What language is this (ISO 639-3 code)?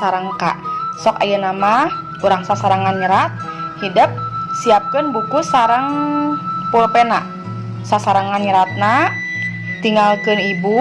sun